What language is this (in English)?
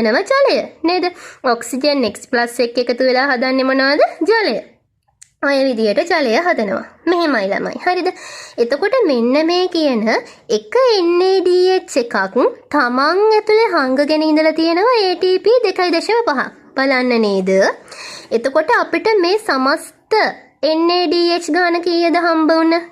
Sinhala